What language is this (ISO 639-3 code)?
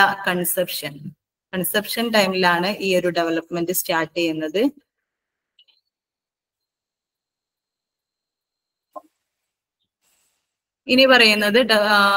mal